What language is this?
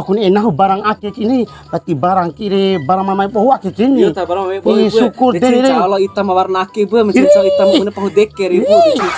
Bima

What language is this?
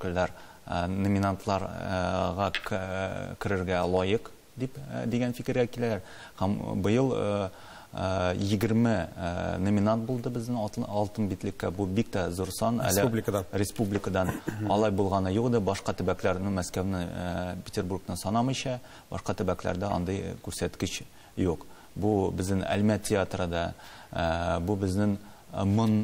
Tatar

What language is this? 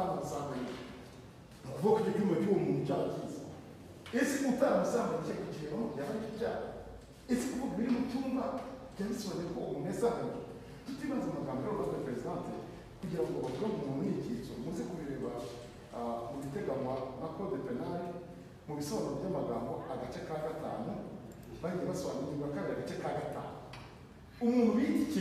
Kinyarwanda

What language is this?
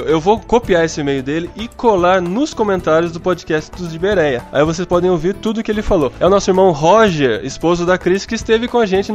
Portuguese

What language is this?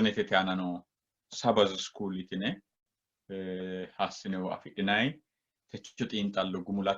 Sidamo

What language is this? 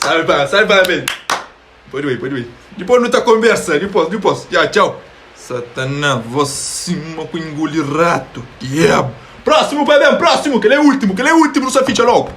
Kabuverdianu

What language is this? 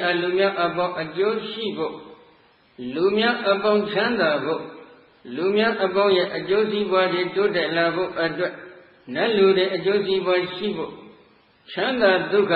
Burmese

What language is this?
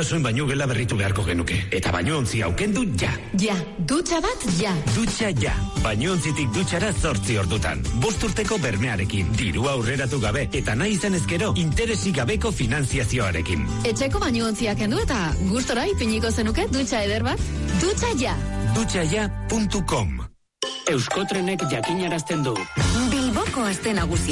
Basque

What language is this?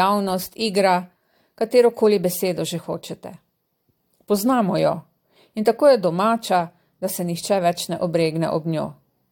Slovenian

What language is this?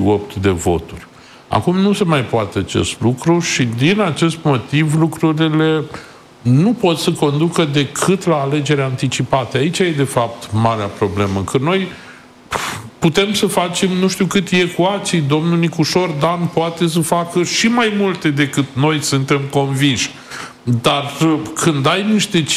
Romanian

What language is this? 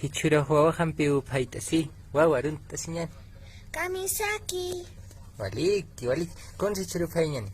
Aymara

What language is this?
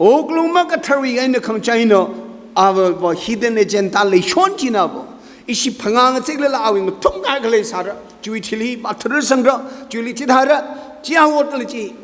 Tangkhul Naga (India)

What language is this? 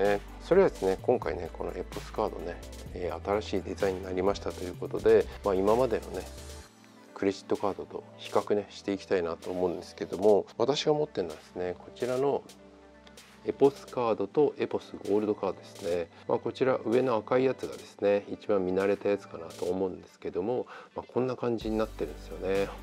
Japanese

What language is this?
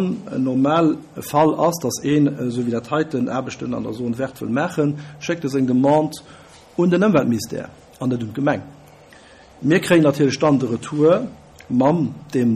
Luxembourgish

